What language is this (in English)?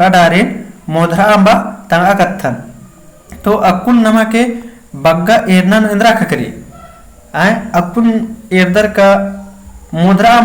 Kurukh